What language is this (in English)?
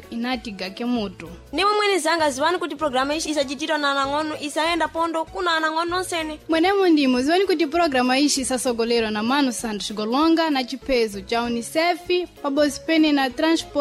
Sena